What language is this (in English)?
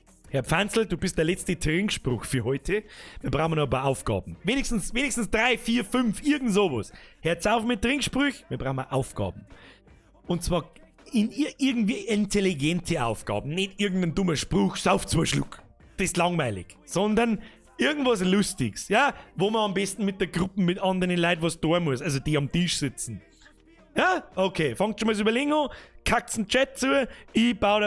Bavarian